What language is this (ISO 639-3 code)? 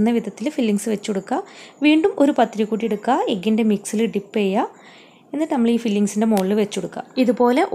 mal